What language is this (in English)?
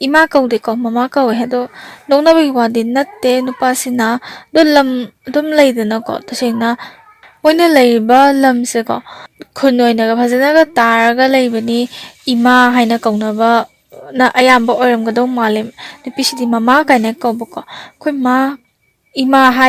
Manipuri